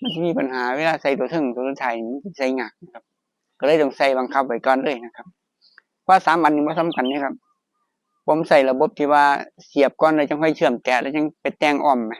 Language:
Northeastern Thai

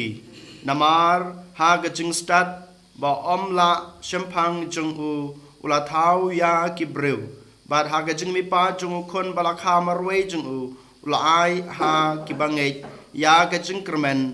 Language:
Khasi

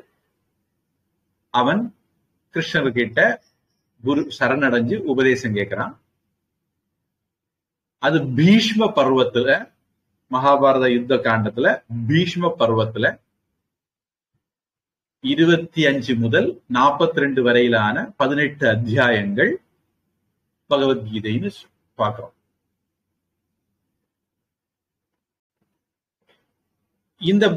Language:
Tamil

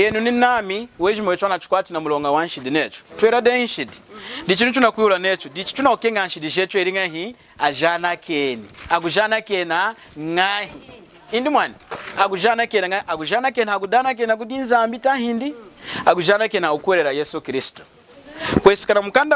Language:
Lunda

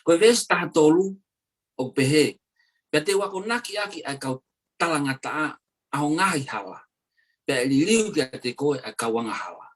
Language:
Tongan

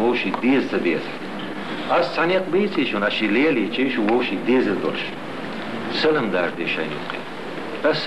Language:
Chechen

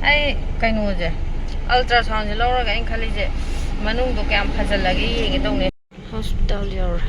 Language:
Manipuri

